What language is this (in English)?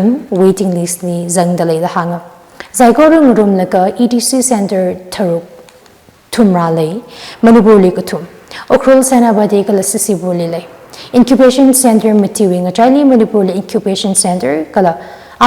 Tangkhul Naga (India)